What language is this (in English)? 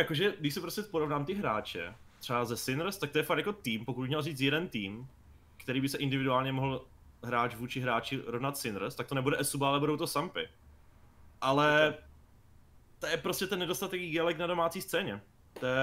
Czech